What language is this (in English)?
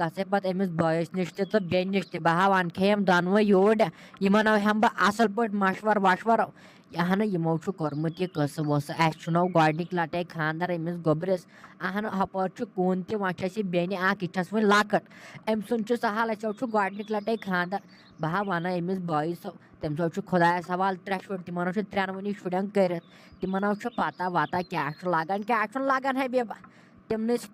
Kashmiri